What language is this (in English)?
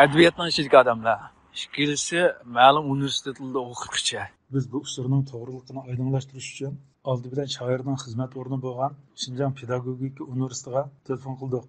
Uyghur